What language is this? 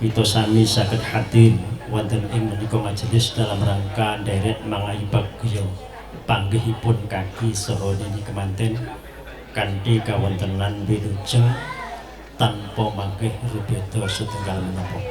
Javanese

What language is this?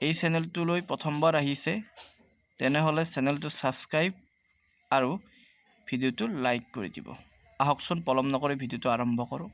Assamese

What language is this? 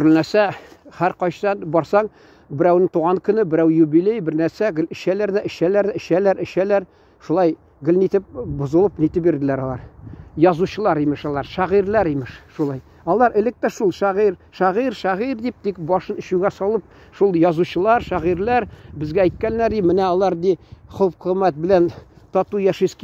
Tatar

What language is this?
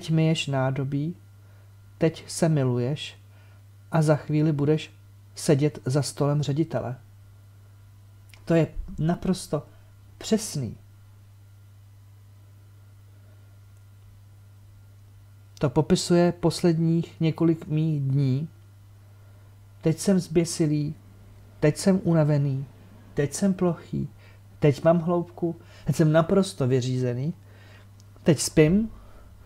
Czech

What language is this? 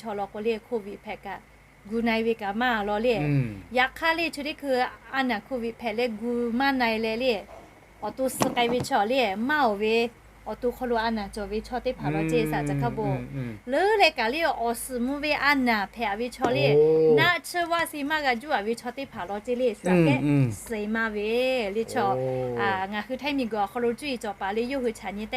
Lahu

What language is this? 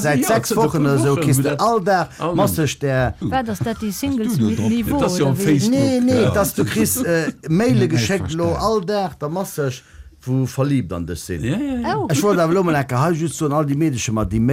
Luxembourgish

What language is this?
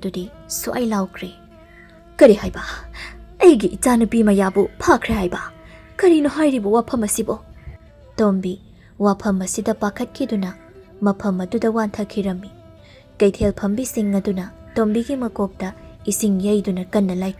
Manipuri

